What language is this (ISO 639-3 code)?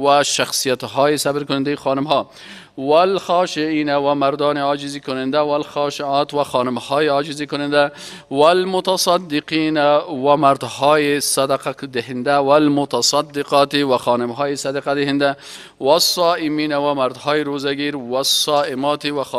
fas